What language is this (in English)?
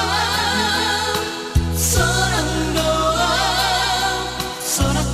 Batak Toba